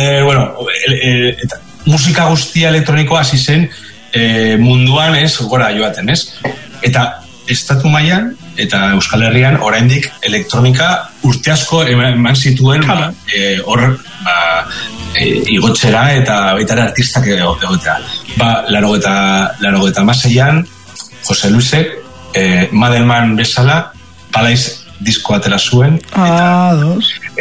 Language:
Basque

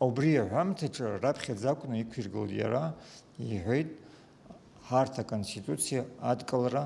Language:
Abkhazian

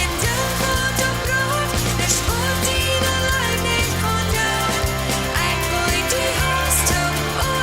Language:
Plautdietsch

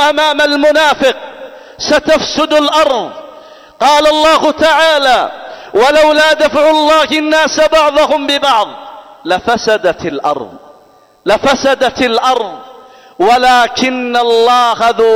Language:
Arabic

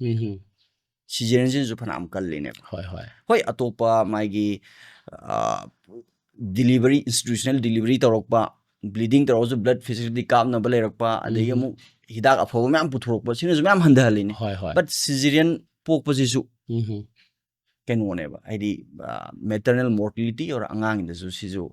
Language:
Manipuri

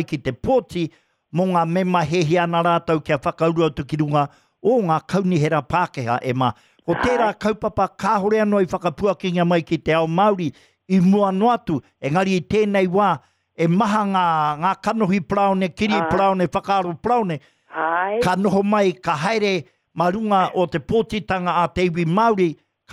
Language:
Māori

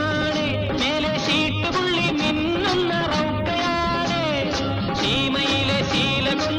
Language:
Malayalam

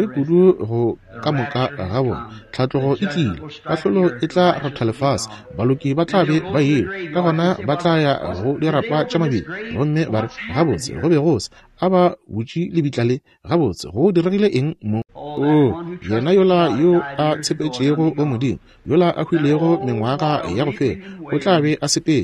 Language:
Northern Sotho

